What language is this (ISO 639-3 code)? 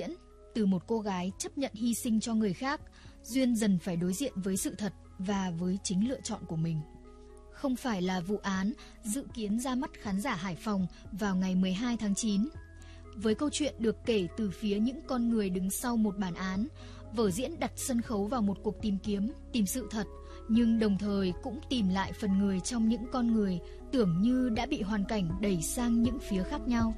vie